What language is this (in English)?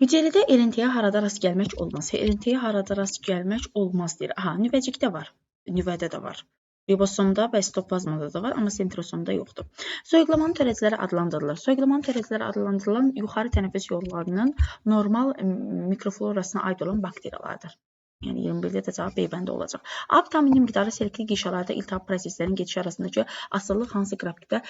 Azerbaijani